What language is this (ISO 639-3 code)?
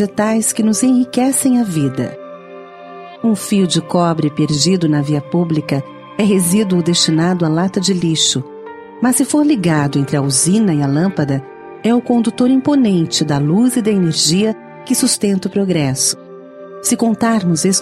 por